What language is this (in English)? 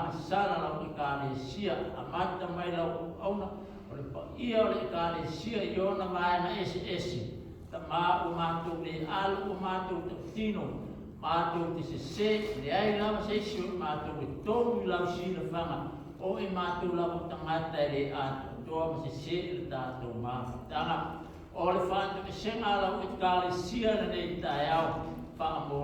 Samoan